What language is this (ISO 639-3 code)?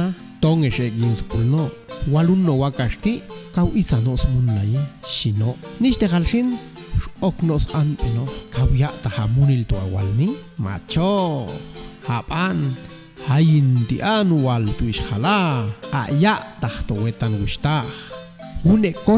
jac